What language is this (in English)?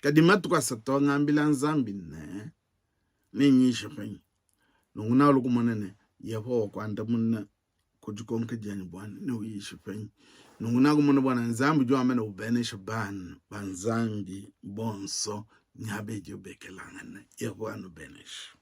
Luba-Lulua